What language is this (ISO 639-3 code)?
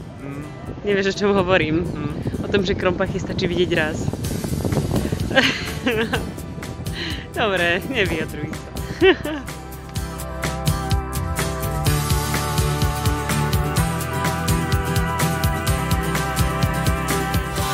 slk